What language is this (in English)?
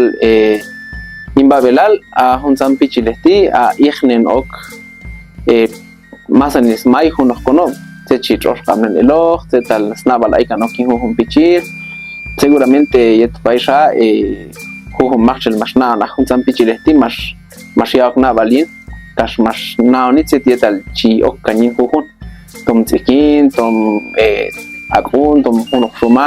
Q'anjob'al